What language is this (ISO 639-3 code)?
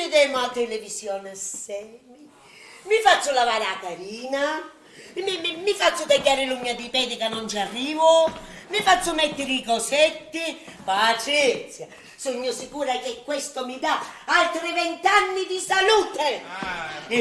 scn